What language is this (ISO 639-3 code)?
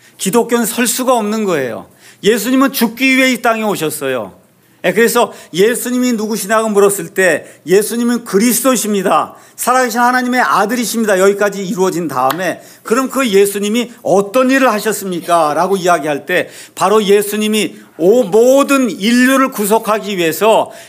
kor